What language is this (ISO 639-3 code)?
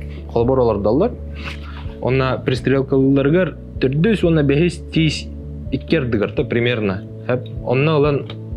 sah